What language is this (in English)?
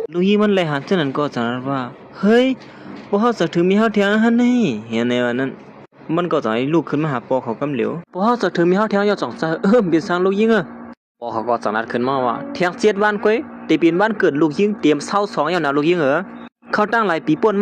Shan